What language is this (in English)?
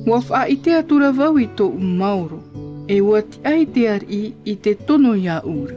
Tahitian